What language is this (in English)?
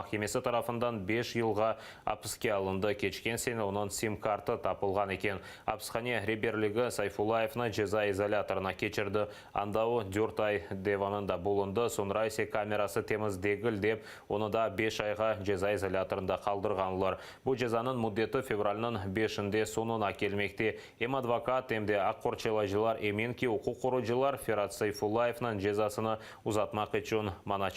Crimean Tatar